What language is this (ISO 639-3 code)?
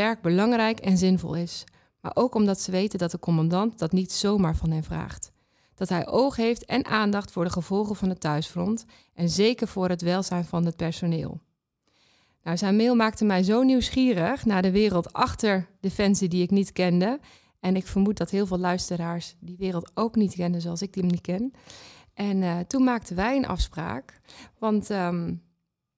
nld